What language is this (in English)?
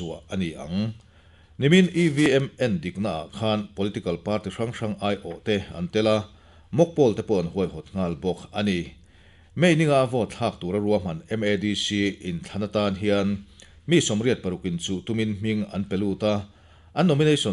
Mizo